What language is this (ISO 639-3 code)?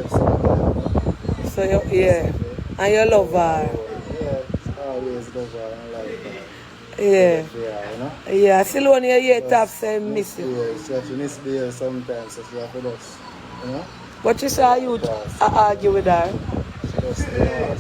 jam